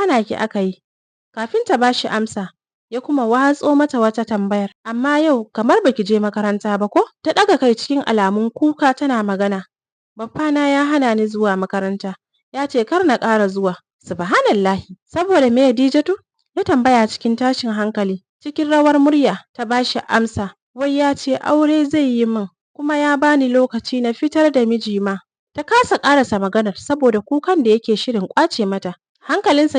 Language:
Hausa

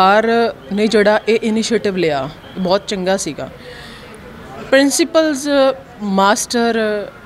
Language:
Punjabi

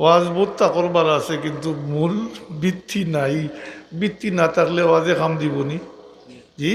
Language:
Sylheti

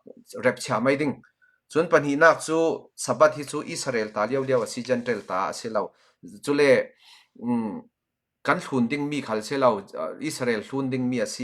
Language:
Falam Chin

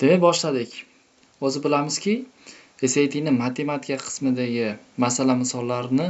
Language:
Uzbek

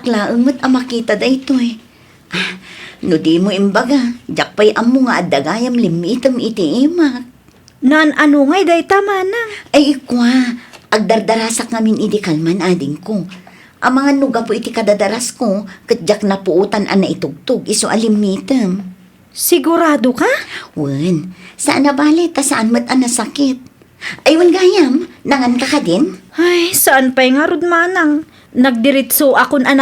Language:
Iloko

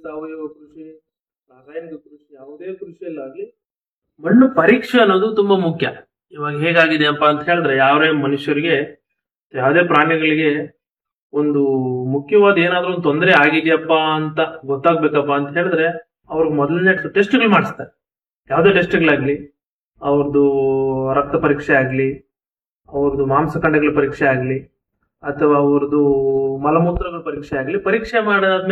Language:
Kannada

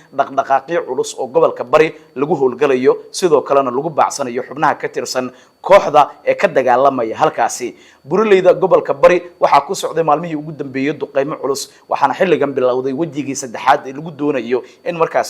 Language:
Somali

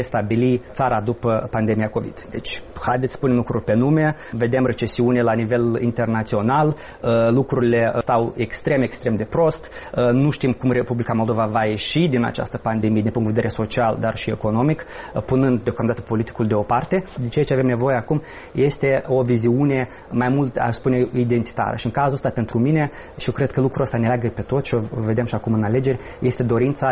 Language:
Romanian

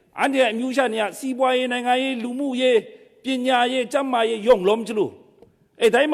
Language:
Kachin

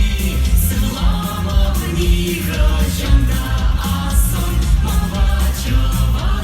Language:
Chuvash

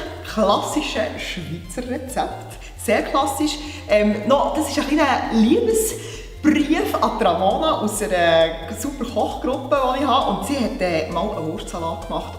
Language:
Swiss German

